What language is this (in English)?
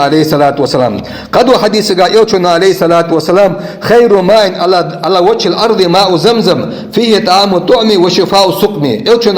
Ingush